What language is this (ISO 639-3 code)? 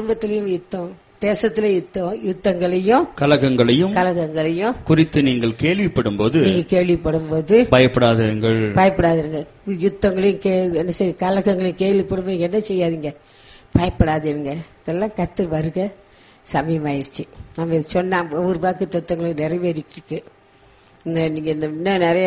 tam